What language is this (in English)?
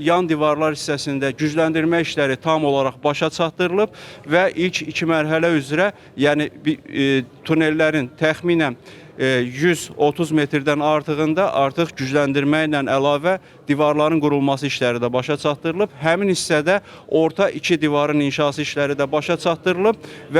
Azerbaijani